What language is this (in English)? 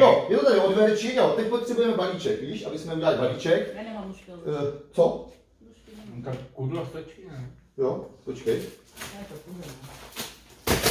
Czech